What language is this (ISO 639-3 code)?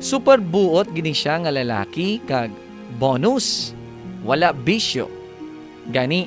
hil